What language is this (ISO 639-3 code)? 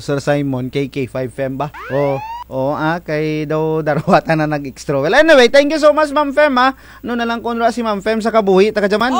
krj